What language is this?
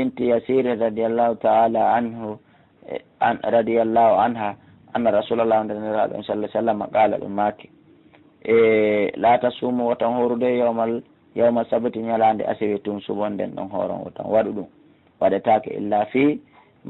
Fula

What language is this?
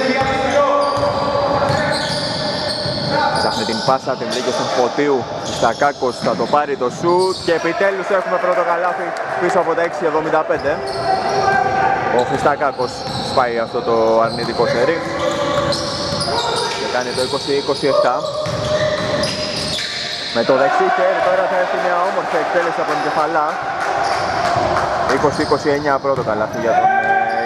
Greek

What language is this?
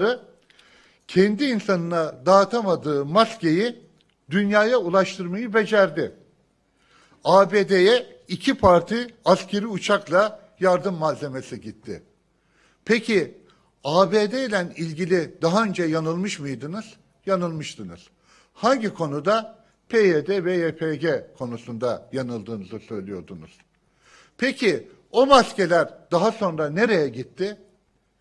Turkish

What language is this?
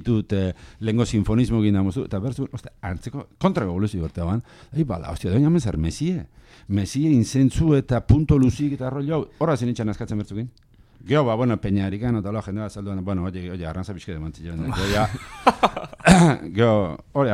Basque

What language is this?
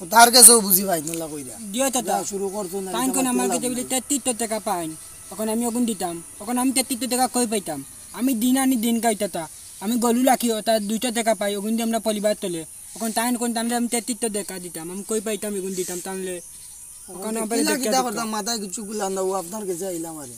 Sylheti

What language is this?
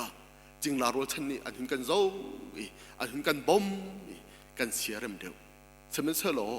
Hakha Chin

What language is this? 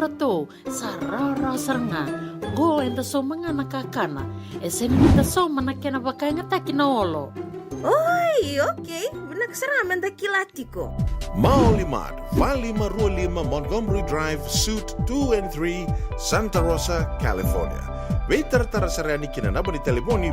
Fijian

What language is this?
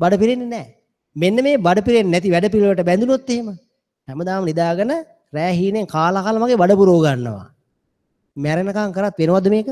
Sinhala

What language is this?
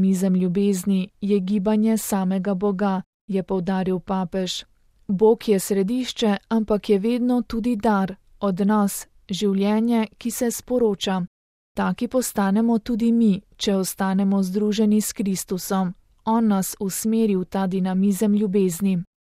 Slovenian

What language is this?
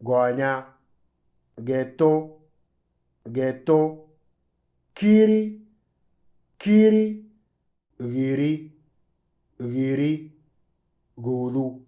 Moro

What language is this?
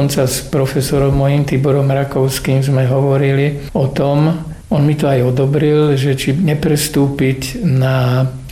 Slovak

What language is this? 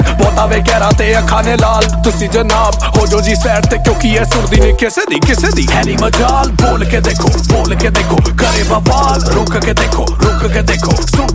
Punjabi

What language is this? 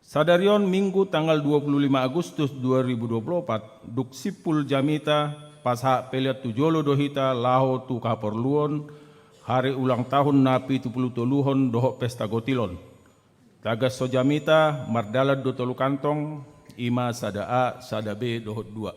Batak Toba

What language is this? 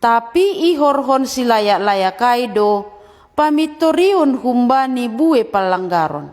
Batak Simalungun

